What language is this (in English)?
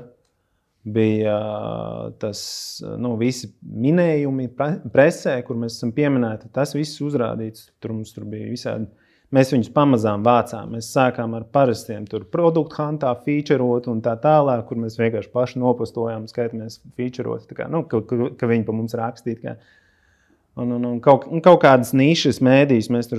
Latvian